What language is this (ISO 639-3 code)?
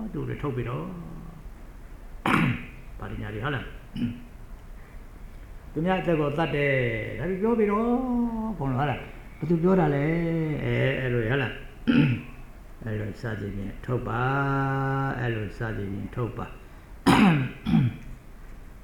mya